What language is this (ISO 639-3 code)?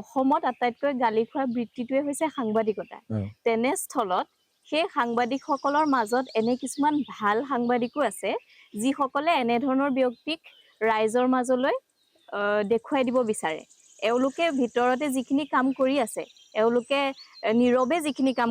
asm